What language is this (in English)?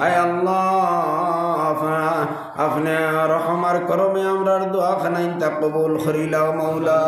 Sylheti